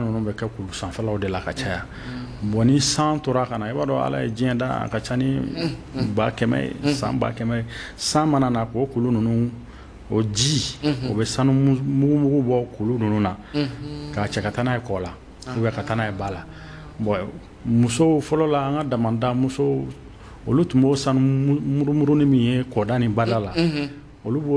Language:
Bambara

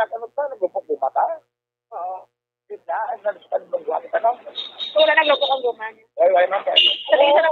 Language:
Hiligaynon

